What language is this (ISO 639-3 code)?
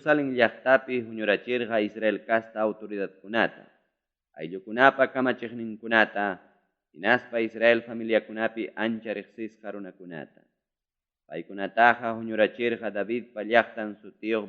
quy